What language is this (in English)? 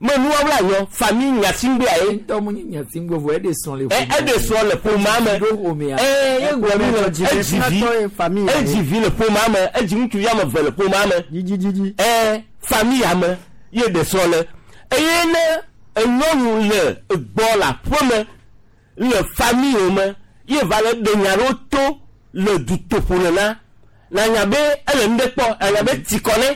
Gen